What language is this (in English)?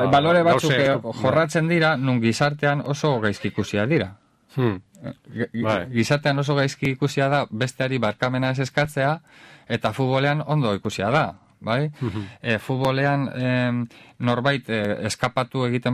Basque